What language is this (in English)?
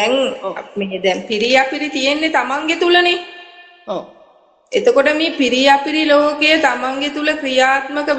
Sinhala